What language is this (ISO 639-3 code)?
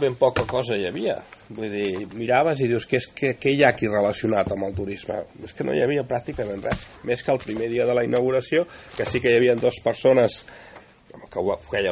cat